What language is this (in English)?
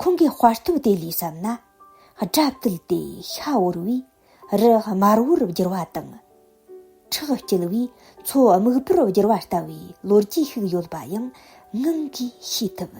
Tibetan